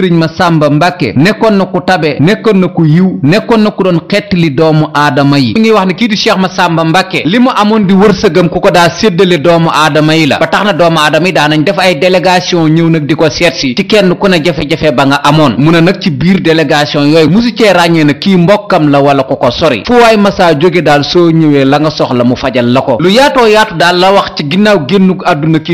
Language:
Wolof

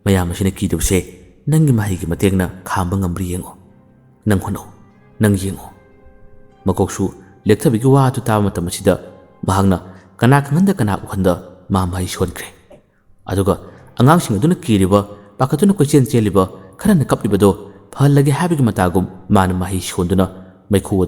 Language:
Manipuri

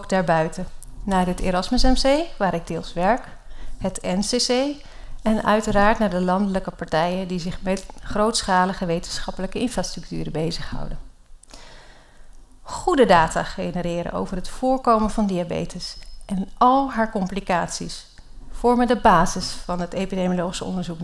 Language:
Dutch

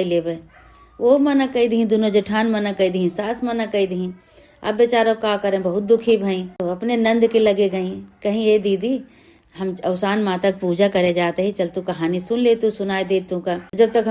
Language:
Awadhi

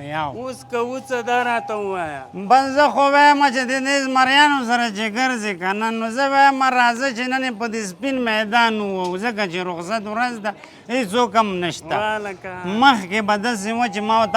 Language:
Pashto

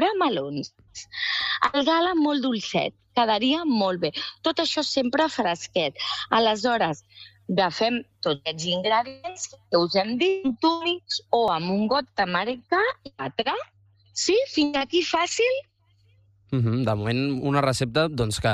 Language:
Catalan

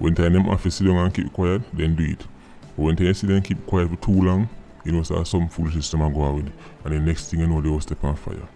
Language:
Jamaican Creole English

